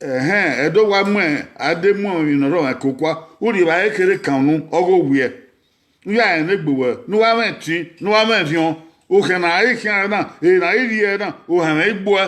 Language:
Bini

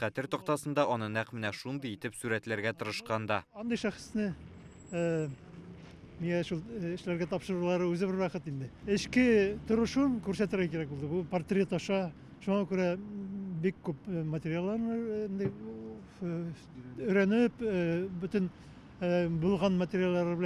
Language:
Tatar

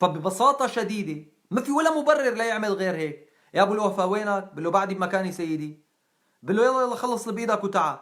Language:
North Levantine Arabic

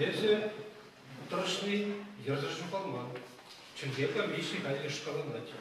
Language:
Chuvash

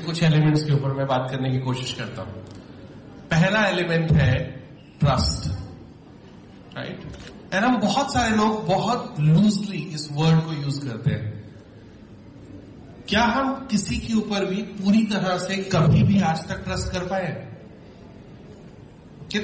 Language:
Hindi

